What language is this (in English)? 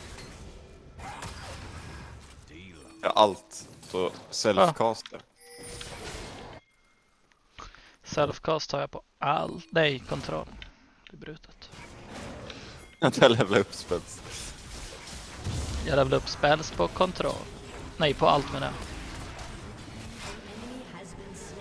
Swedish